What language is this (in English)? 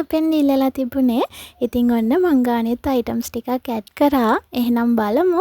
Sinhala